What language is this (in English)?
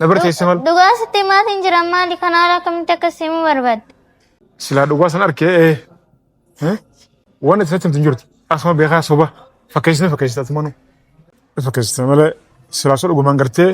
Oromo